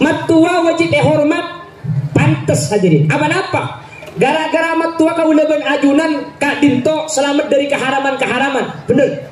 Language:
Madurese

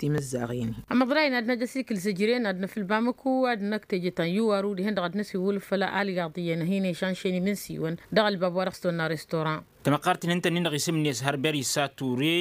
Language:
Tamasheq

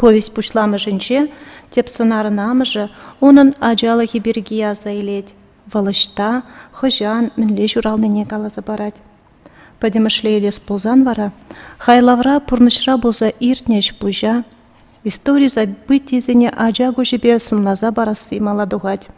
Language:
Chuvash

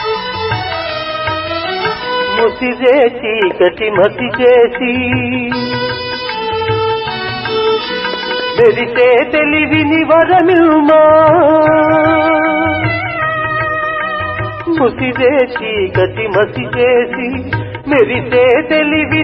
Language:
Telugu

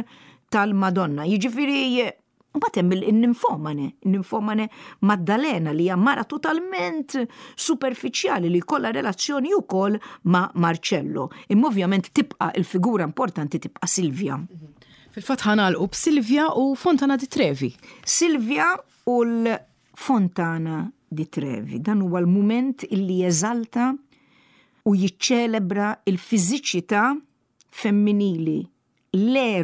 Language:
Maltese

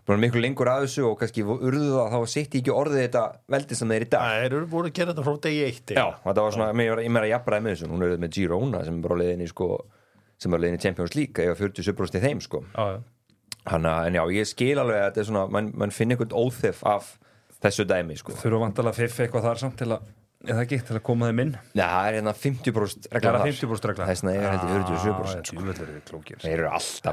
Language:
Icelandic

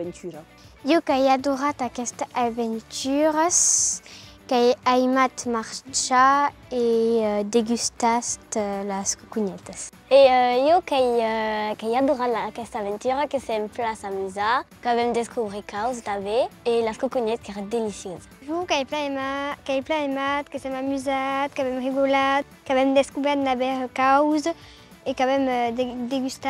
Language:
Occitan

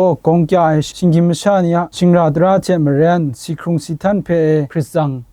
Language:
Kachin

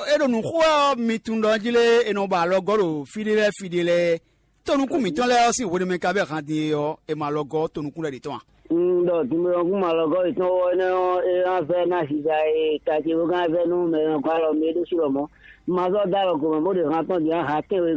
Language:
Fon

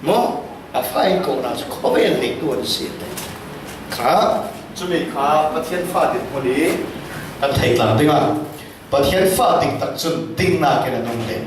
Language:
Falam Chin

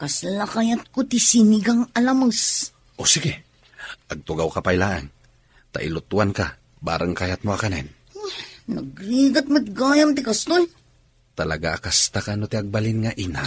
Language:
Iloko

